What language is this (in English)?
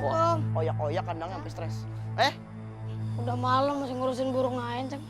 Betawi